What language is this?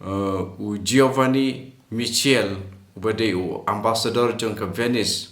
Khasi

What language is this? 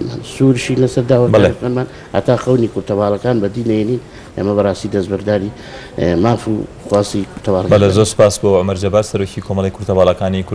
Central Kurdish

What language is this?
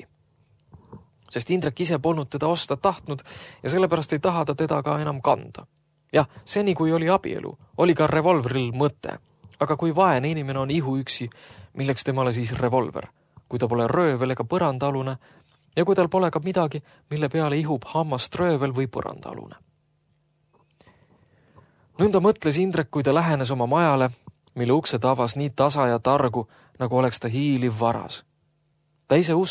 Estonian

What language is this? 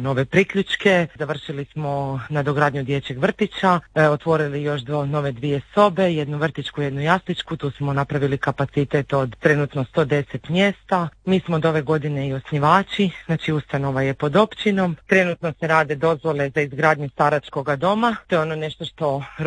Croatian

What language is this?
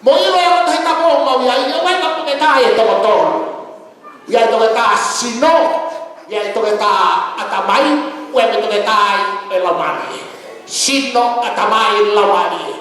Tongan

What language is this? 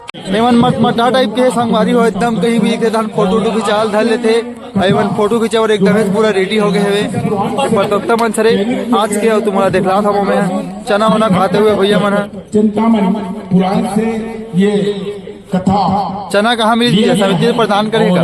Chhattisgarhi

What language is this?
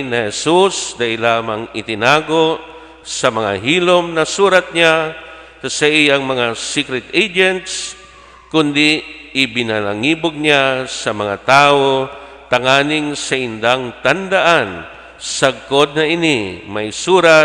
Bikol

